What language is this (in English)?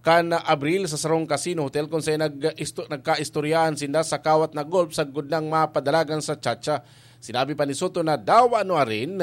Bikol